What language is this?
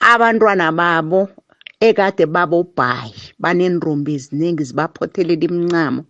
South Ndebele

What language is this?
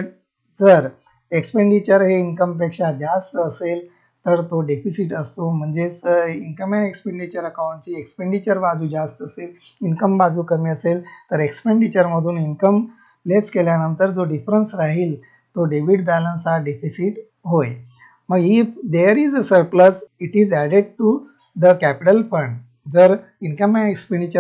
Marathi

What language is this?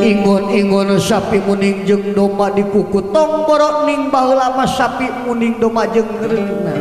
Sundanese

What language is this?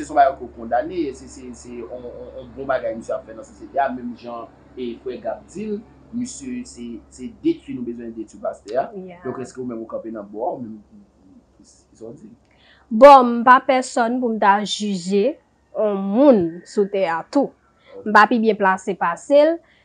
Haitian Creole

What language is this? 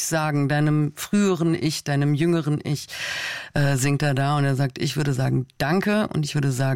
German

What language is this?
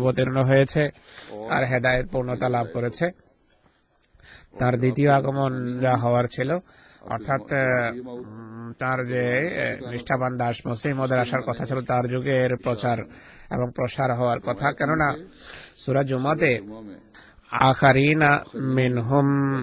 Bangla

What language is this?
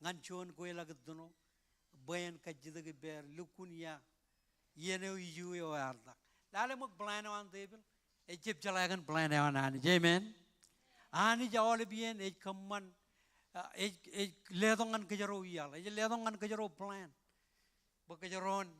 Marshallese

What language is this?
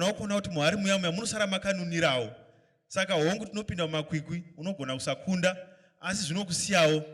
Shona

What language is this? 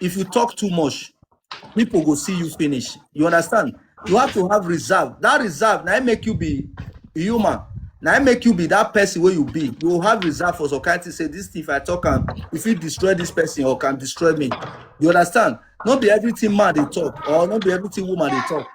Nigerian Pidgin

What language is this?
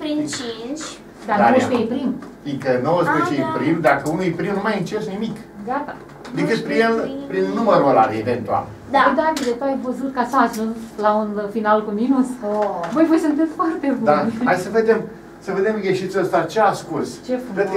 Romanian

